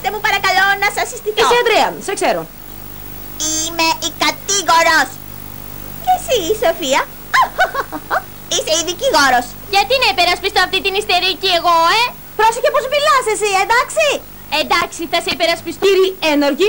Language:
Greek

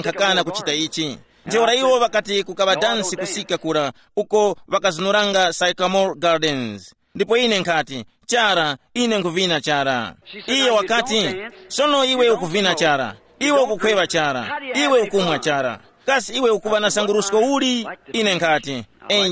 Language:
Tumbuka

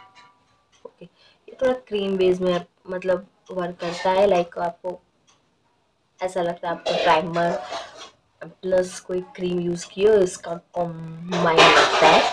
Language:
Hindi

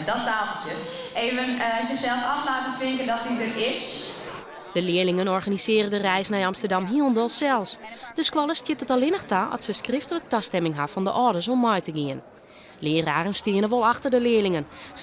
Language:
Western Frisian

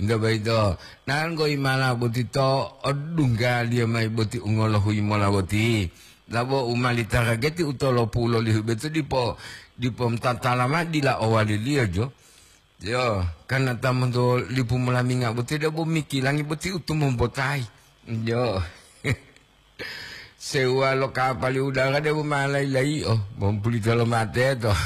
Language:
Gorontalo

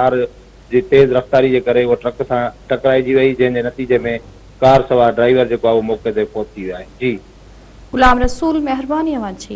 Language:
Sindhi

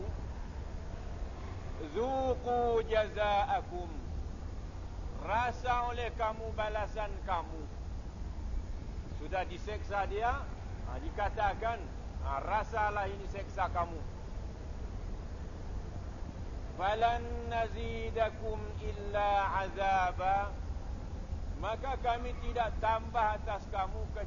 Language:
Malay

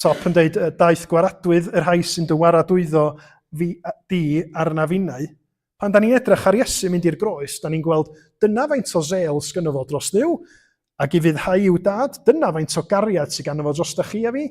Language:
Welsh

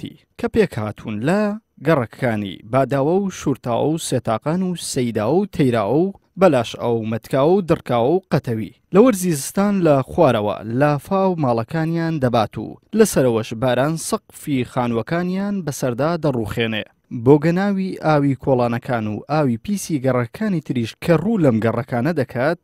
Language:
Central Kurdish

